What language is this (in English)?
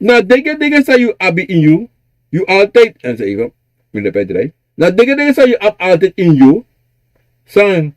Sranan Tongo